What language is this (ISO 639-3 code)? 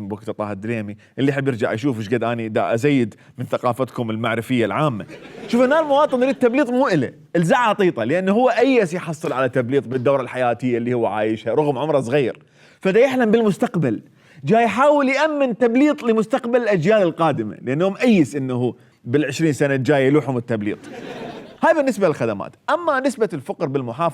acm